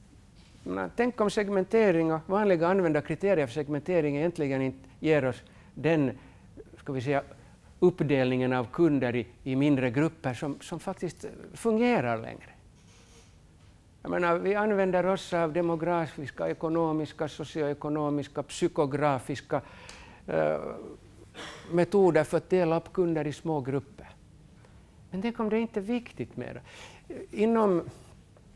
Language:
Swedish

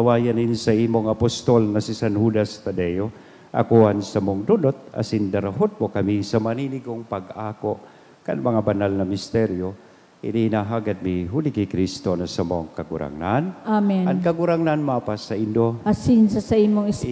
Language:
Bikol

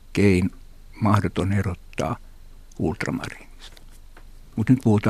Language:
Finnish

